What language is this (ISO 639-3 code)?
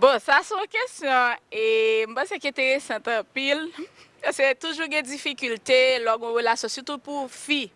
hat